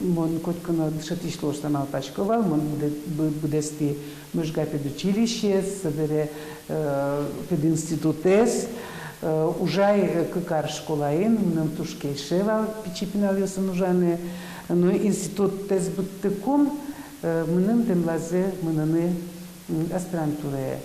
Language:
Udmurt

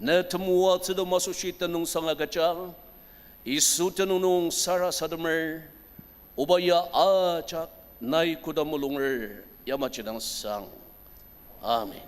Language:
Ao Naga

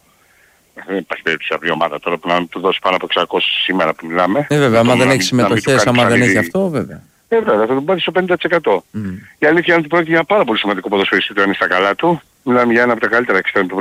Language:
Greek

